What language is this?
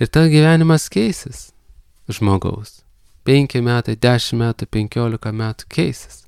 Lithuanian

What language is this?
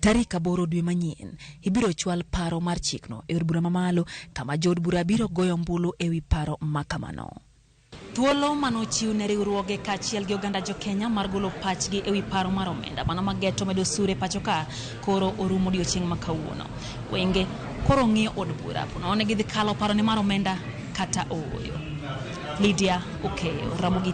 Luo (Kenya and Tanzania)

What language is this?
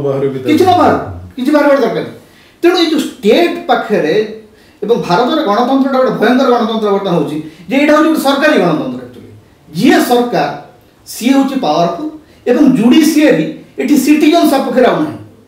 Odia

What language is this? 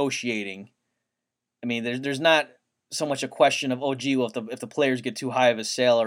English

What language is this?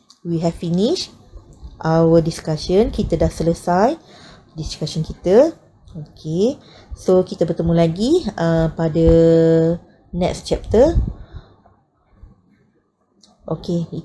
Malay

